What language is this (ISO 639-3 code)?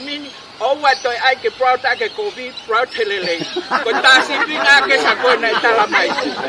ton